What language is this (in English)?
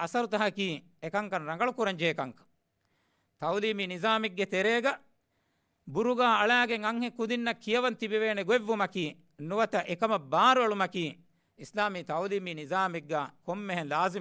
Divehi